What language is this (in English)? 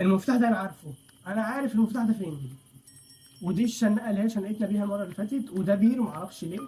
Egyptian Arabic